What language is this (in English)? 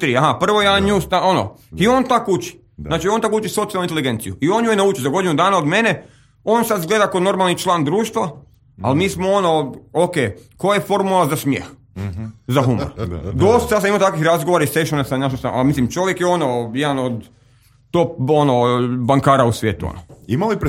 Croatian